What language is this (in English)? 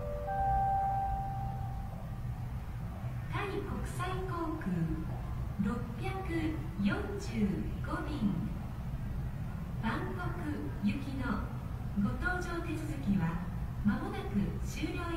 Japanese